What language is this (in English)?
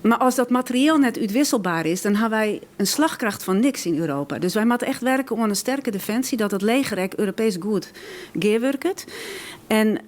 Western Frisian